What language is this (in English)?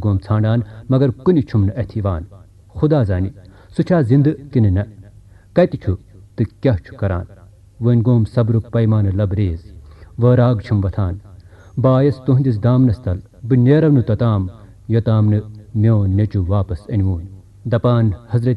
Kashmiri